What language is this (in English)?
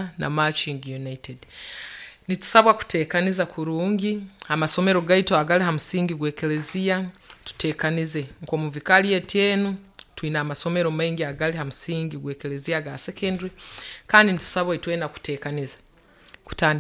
Nyoro